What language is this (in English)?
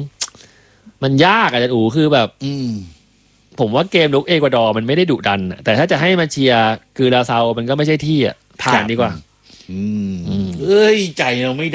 Thai